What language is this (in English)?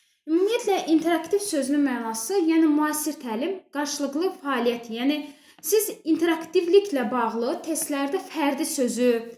Azerbaijani